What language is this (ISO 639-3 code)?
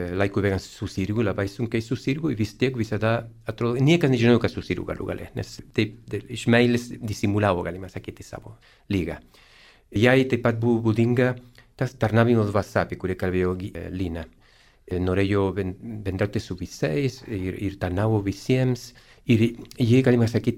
lit